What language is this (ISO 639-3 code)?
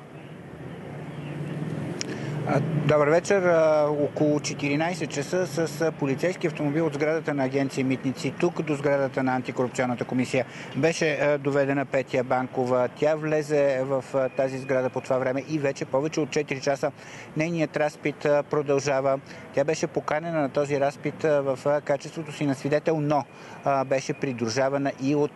bul